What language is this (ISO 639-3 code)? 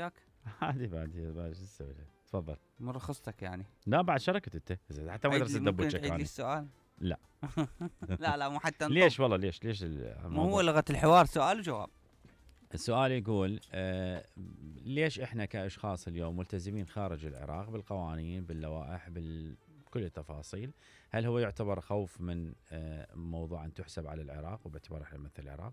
acm